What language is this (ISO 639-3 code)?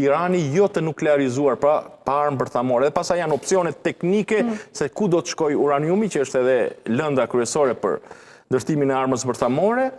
sqi